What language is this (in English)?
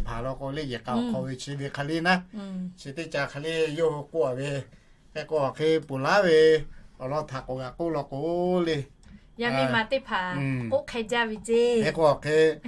Lahu